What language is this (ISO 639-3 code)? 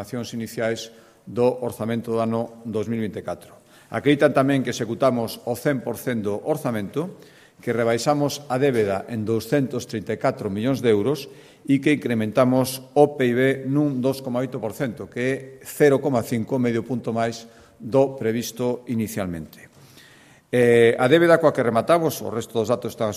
glg